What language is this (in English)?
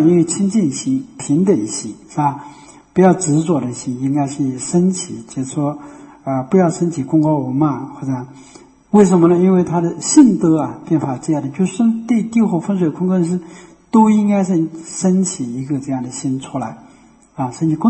Chinese